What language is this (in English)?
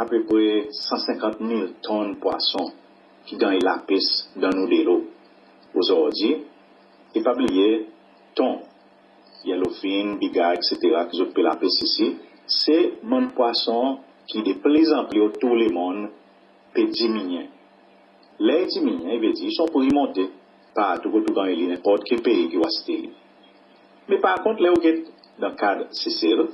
Seselwa Creole French